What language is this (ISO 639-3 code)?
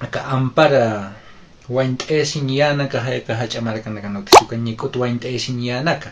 aym